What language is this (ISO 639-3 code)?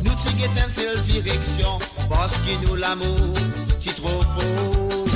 mfe